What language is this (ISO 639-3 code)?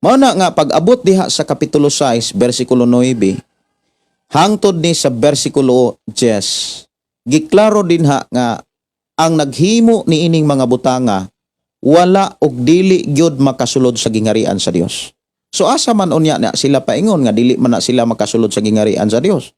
ceb